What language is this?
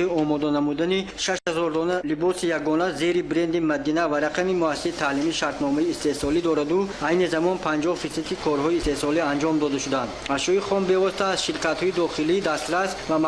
Tajik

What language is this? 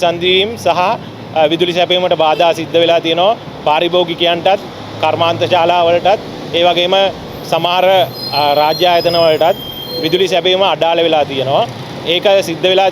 Sinhala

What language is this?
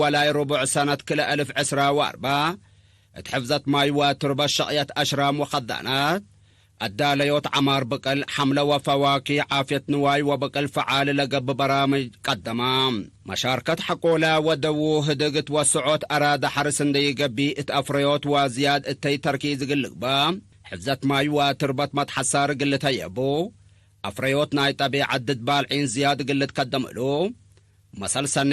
Tigre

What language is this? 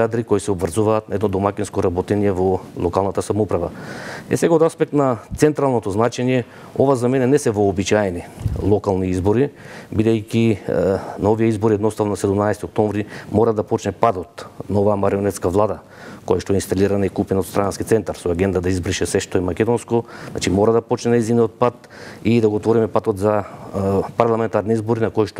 Macedonian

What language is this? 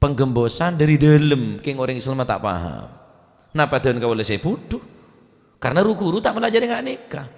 Madurese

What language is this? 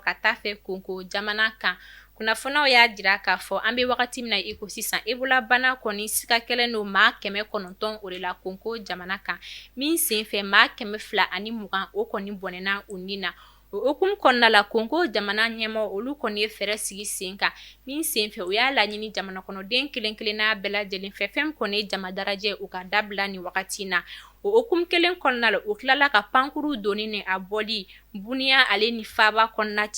Bambara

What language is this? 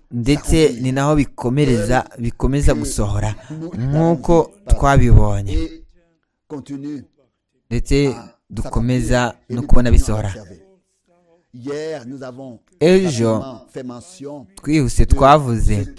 Kinyarwanda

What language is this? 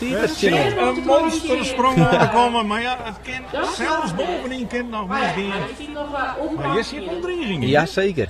Western Frisian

